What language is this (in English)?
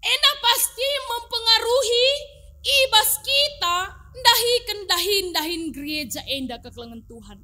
Batak Karo